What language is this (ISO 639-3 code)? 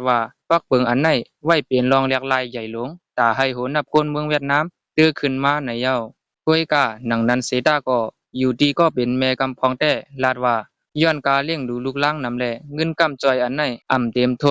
shn